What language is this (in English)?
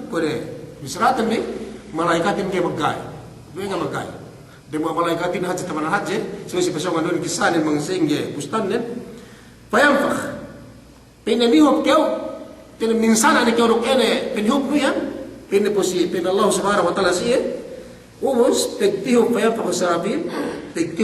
Yakan